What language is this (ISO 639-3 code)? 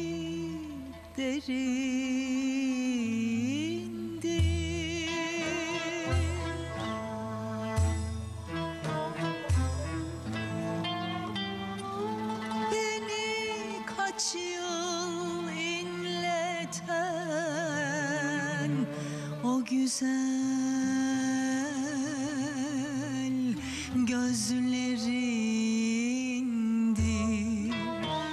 tur